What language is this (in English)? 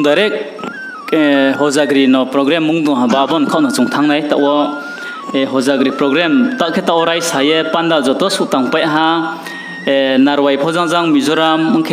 Riang (India)